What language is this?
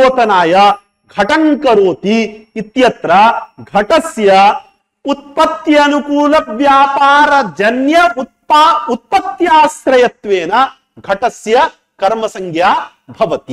Sanskrit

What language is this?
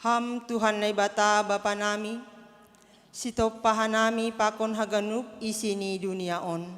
Batak Simalungun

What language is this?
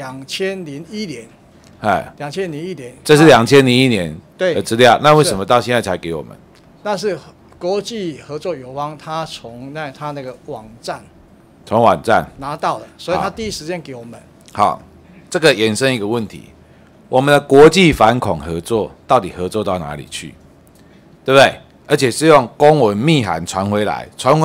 Chinese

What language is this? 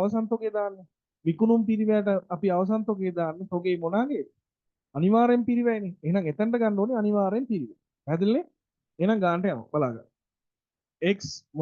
Sinhala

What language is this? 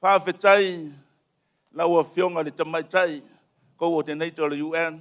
Samoan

